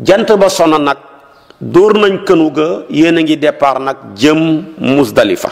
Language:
Wolof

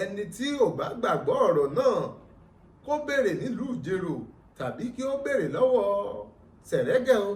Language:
Yoruba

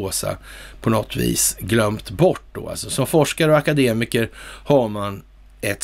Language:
Swedish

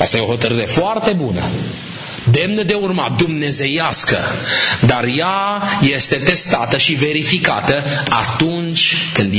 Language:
Romanian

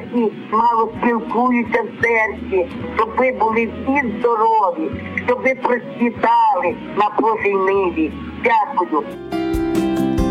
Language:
Ukrainian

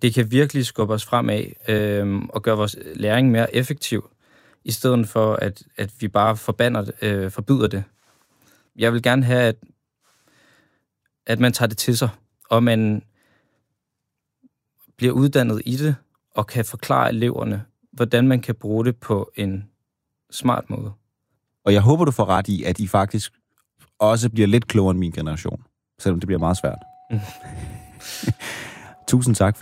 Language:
Danish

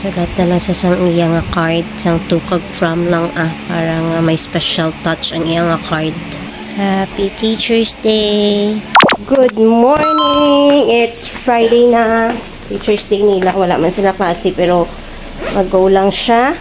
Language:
Hiligaynon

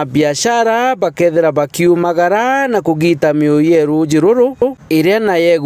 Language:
Meru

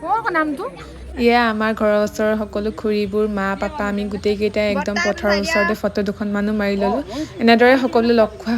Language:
Assamese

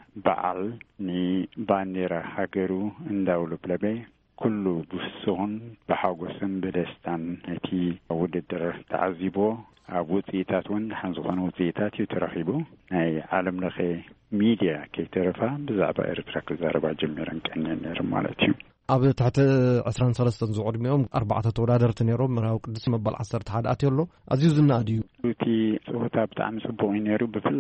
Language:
Tigrinya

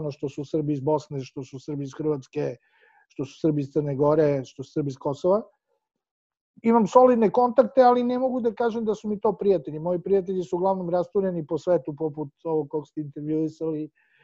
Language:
Serbian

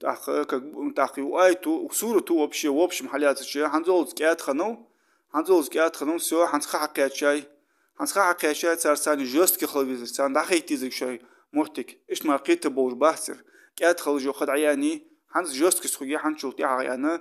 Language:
Ingush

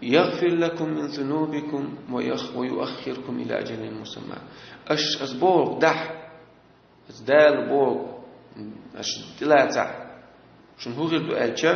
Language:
Chechen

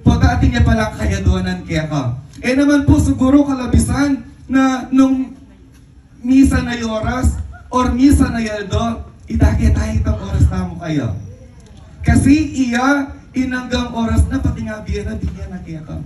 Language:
Pampanga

